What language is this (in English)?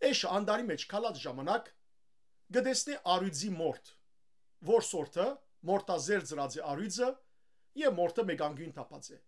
Western Armenian